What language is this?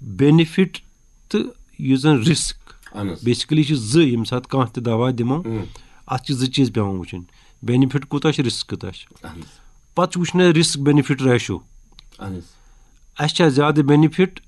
Kashmiri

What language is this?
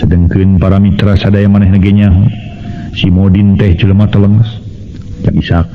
Sundanese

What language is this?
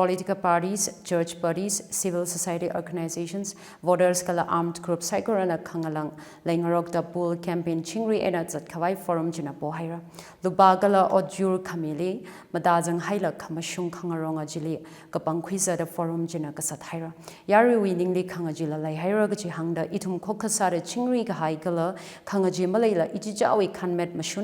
Tangkhul Naga (India)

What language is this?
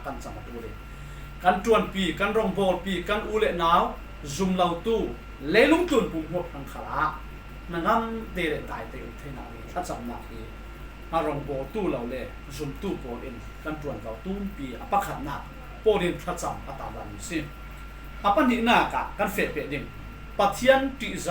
Falam Chin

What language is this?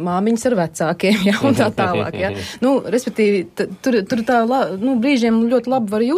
Latvian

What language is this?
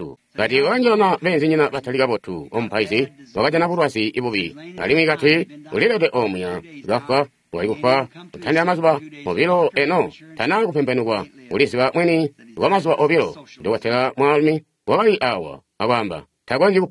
Tonga (Zambia)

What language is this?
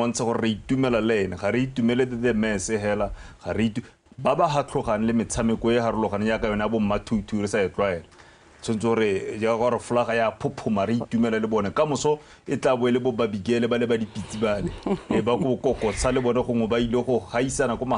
Tswana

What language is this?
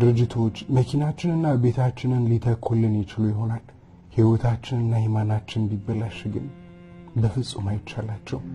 Amharic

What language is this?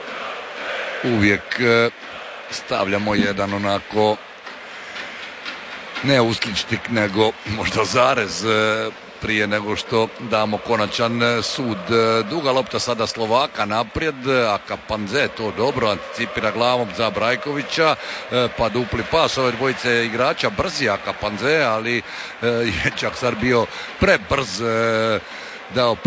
Croatian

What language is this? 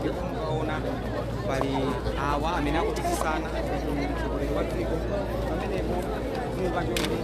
Nyanja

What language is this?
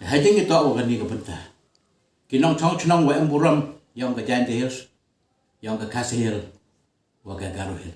Khasi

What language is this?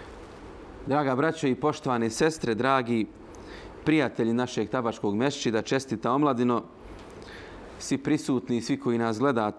Bosnian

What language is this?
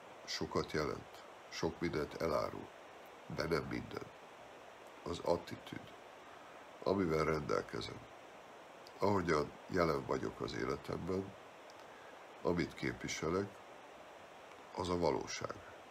Hungarian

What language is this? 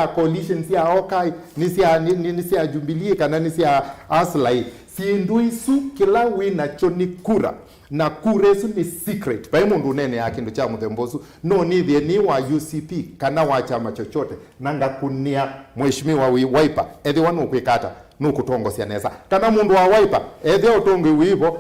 Kamba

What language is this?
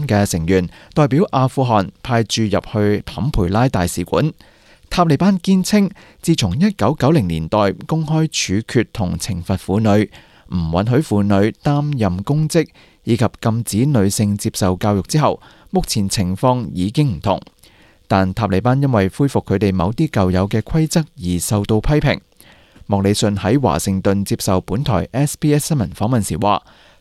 Cantonese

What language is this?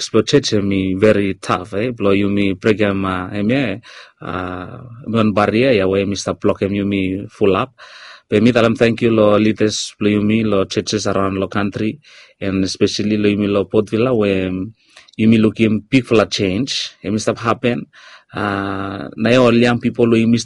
Bislama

